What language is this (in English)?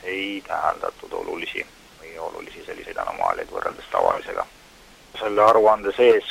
Estonian